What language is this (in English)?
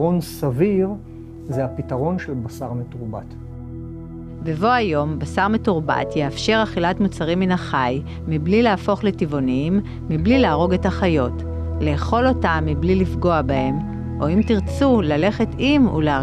Hebrew